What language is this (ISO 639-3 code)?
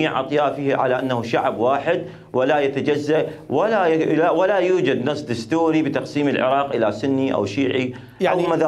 acm